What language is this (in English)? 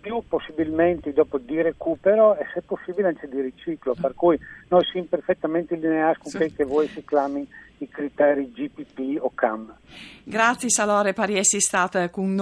Friulian